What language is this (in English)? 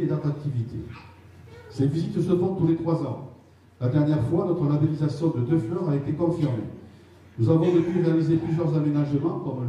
French